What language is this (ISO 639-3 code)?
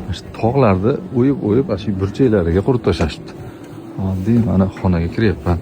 uzb